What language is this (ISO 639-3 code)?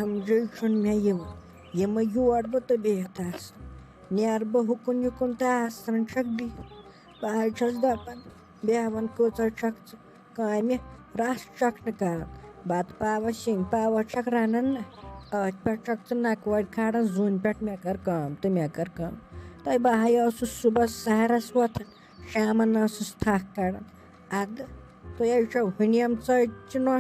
kas